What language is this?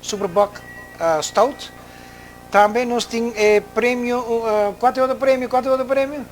Papiamento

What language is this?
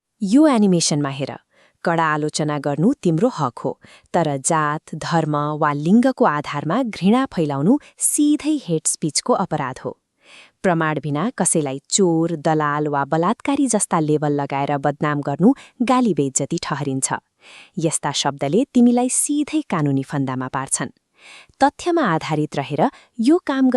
Nepali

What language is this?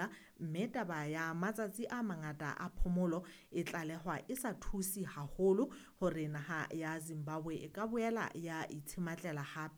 Southern Sotho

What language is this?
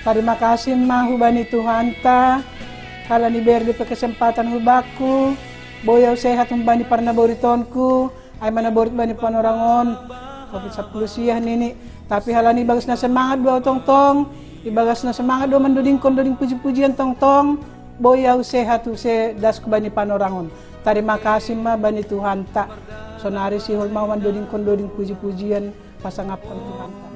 Batak Simalungun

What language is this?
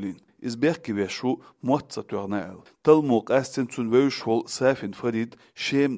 Chechen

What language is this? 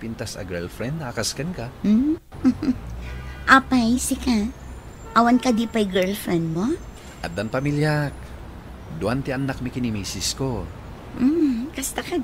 Iloko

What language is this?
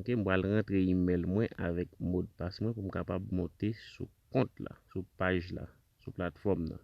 Haitian Creole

